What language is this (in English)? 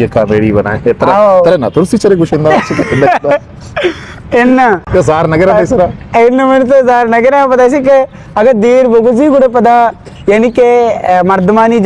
Eastern Balochi